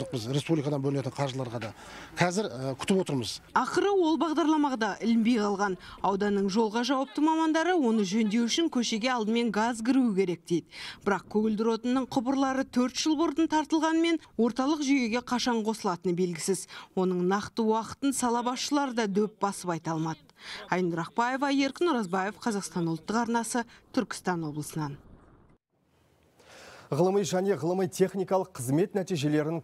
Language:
Kazakh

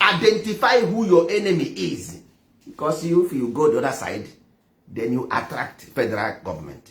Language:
Igbo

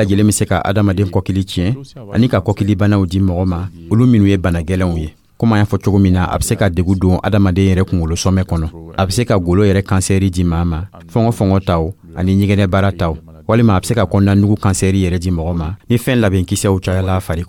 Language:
Dyula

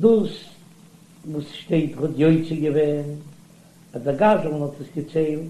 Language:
Yiddish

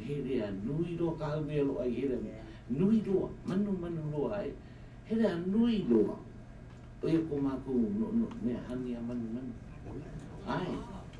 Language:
Hawaiian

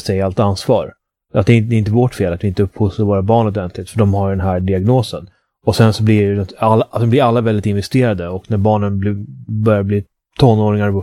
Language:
Swedish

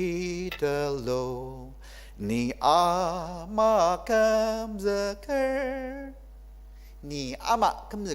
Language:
Ao Naga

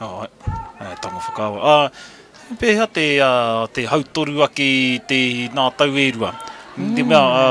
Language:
Māori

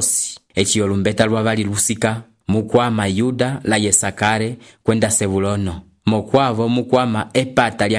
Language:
Umbundu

